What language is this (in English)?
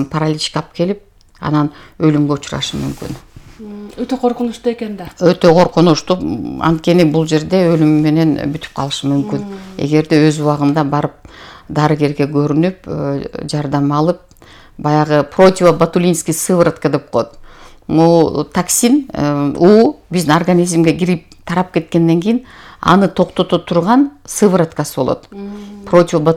Kyrgyz